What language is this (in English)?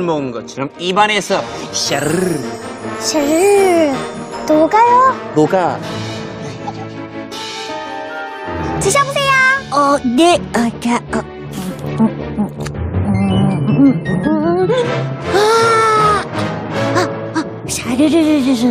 Korean